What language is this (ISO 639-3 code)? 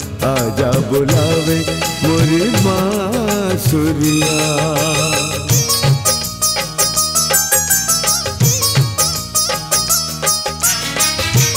bho